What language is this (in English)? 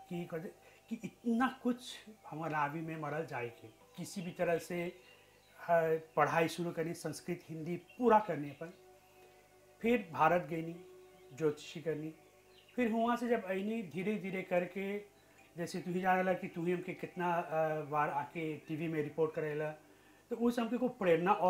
Bhojpuri